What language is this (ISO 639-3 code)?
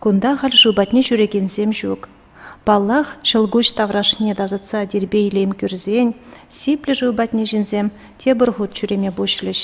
chv